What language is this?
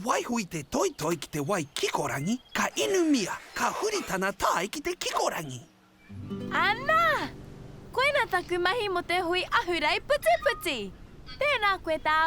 Māori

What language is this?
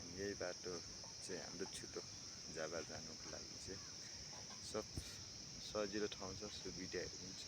Nepali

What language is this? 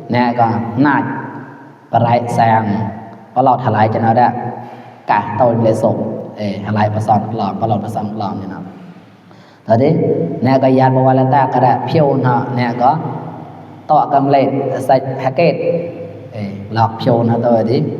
Mon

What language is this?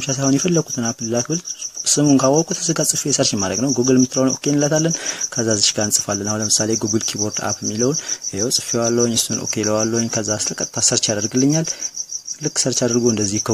Amharic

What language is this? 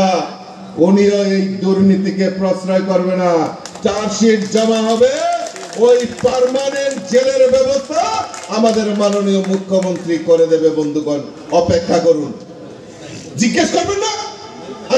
Bangla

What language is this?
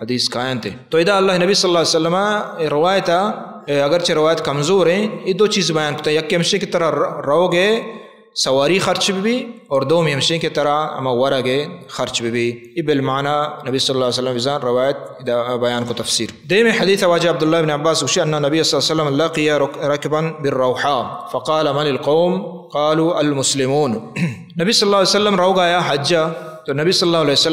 Baluchi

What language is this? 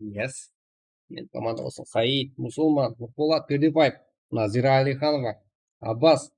Kara-Kalpak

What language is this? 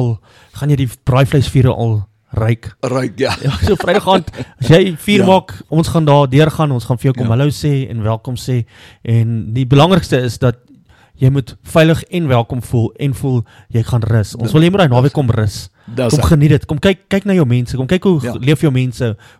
Afrikaans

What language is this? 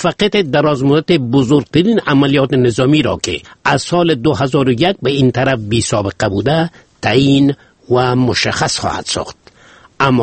Persian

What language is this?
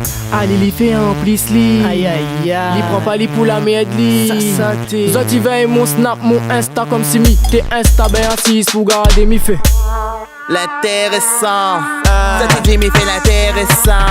Réunion Creole French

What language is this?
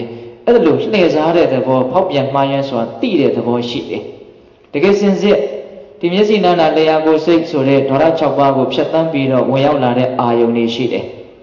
Burmese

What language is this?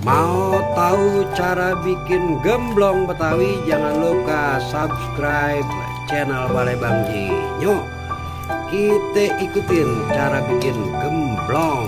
Betawi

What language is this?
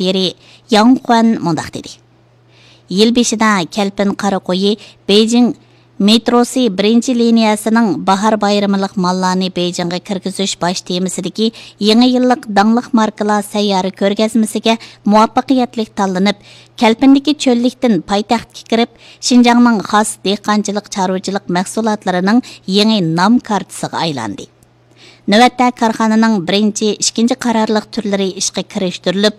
Uyghur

